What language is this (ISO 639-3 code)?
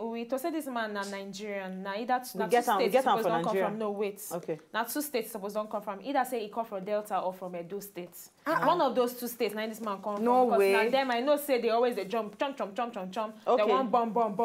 pcm